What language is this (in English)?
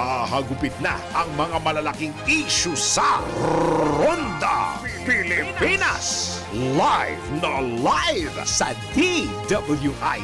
Bikol